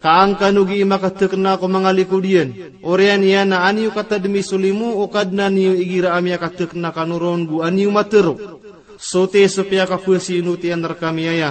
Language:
Maranao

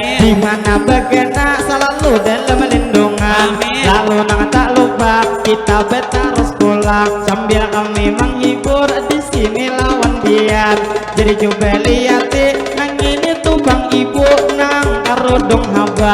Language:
Banjar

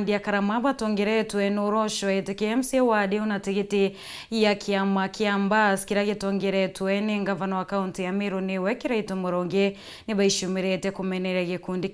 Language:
Meru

